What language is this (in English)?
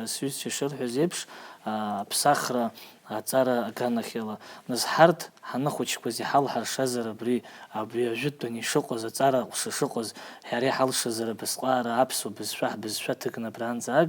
Abkhazian